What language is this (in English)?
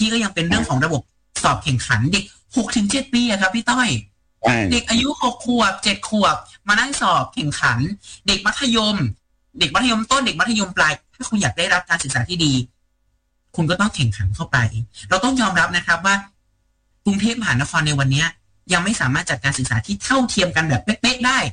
Thai